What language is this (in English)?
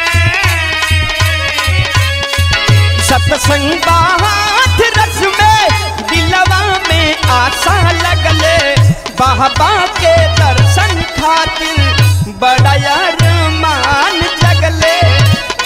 Bhojpuri